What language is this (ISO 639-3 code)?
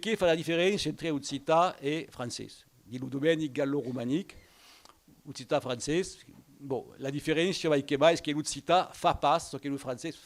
oci